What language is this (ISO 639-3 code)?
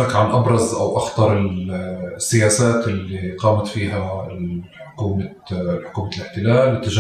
apc